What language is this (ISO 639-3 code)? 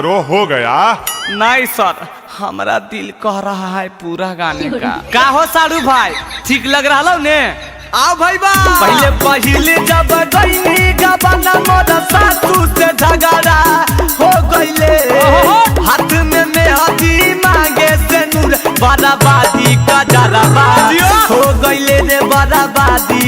mag